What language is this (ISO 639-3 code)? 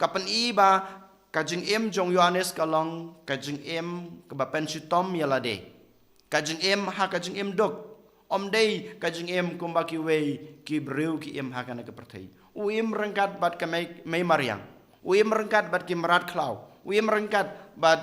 kha